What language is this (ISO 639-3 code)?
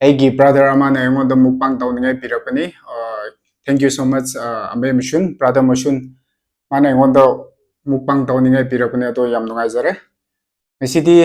mni